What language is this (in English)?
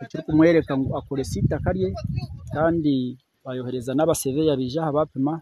Nyankole